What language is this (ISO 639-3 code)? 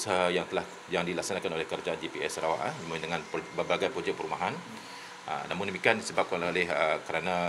msa